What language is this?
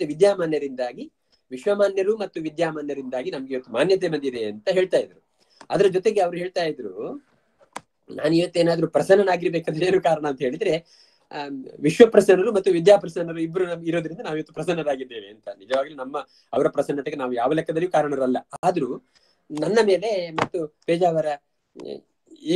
Kannada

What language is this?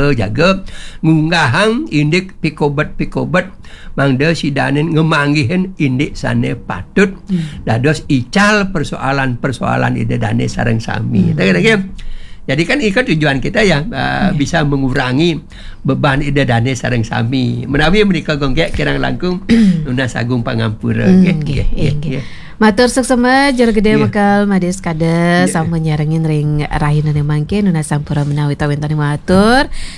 Balinese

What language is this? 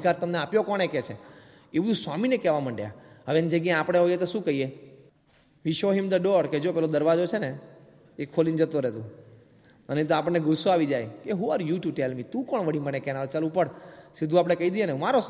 Gujarati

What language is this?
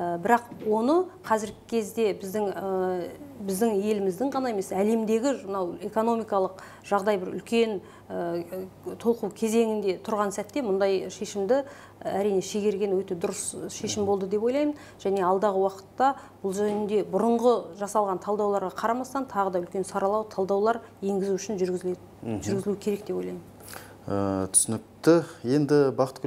Kazakh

